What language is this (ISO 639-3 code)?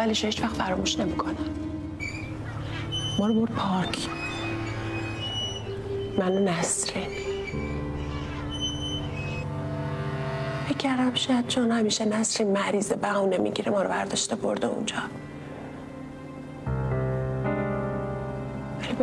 fas